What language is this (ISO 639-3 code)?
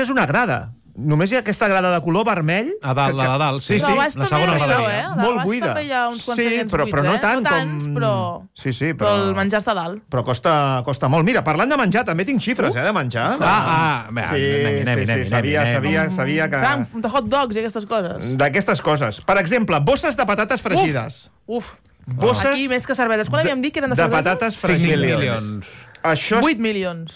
cat